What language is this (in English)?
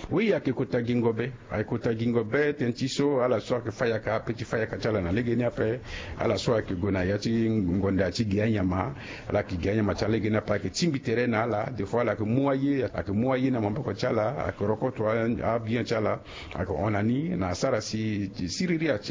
Sango